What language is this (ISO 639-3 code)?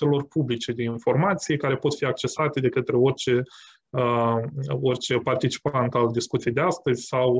ron